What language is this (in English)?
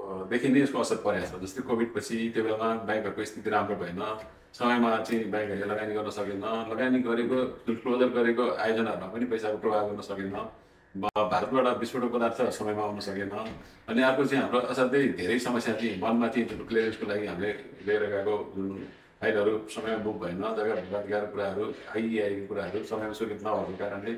Nepali